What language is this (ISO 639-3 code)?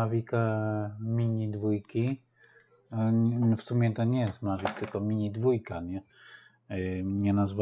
pol